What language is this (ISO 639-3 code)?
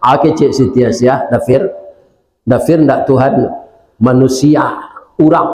min